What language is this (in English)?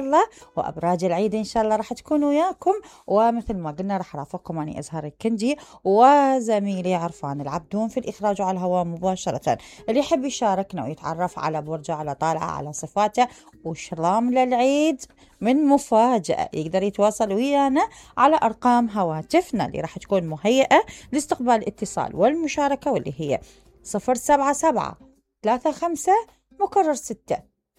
Mesopotamian Arabic